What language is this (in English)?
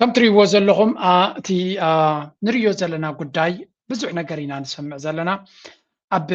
Tigrinya